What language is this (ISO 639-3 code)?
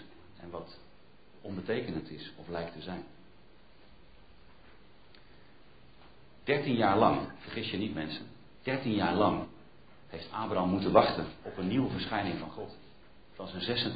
nld